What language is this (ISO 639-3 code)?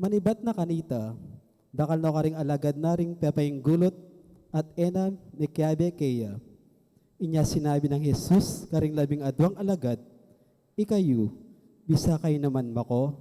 pam